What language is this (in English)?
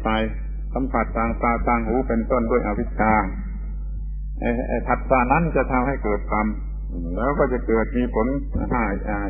Thai